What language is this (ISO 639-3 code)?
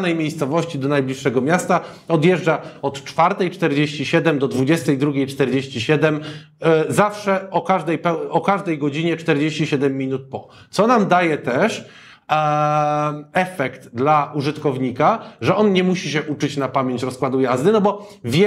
pol